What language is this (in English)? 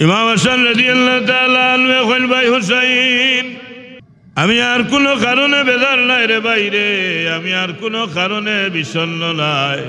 Sylheti